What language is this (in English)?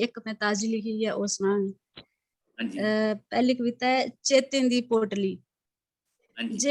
Dogri